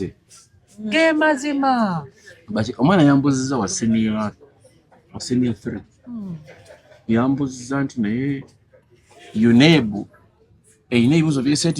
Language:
Ganda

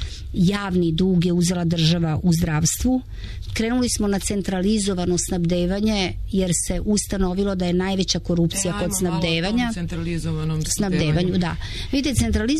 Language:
Serbian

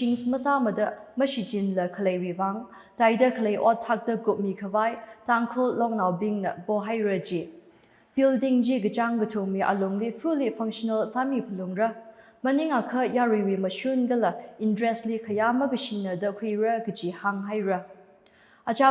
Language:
Tangkhul Naga (India)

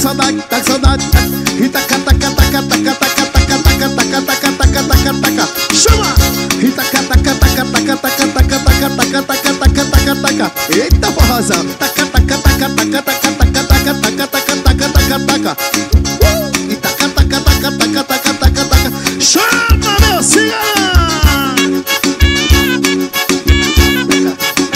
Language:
Portuguese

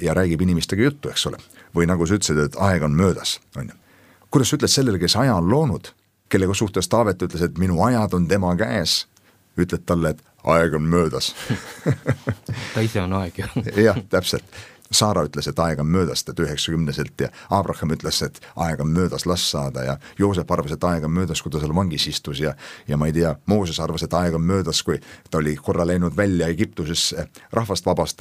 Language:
Estonian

